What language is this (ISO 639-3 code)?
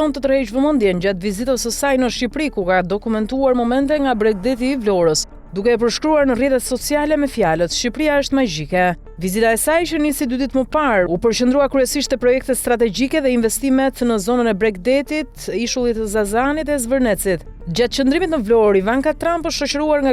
sqi